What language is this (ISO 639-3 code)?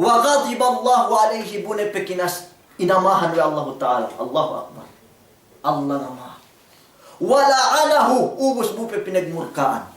yka